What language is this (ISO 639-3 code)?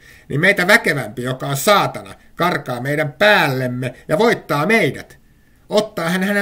fin